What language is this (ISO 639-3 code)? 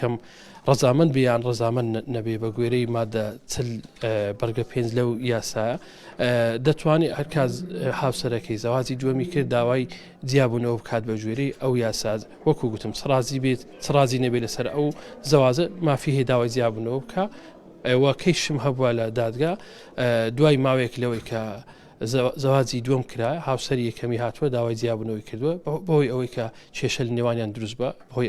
ckb